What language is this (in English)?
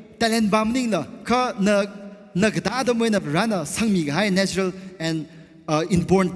Tangkhul Naga (India)